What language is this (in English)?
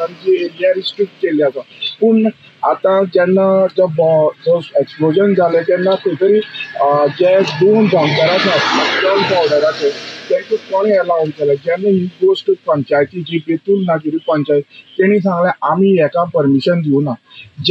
Konkani